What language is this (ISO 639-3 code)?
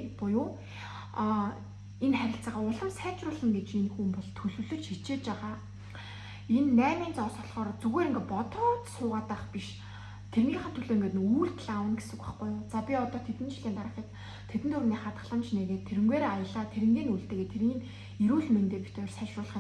mon